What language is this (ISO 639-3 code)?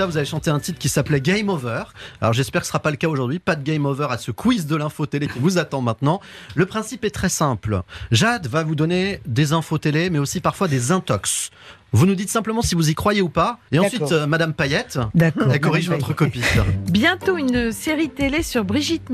fra